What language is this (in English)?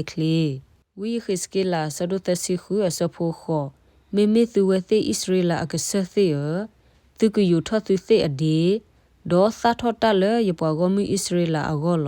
S'gaw Karen